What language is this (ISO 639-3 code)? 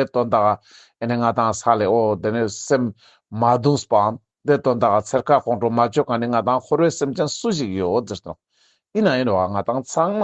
lbj